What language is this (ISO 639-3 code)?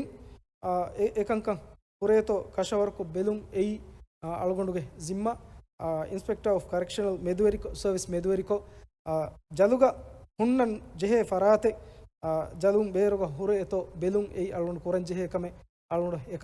div